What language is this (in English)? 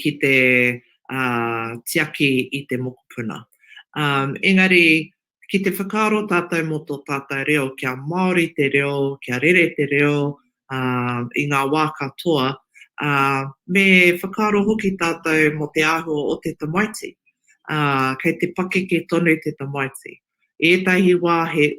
Māori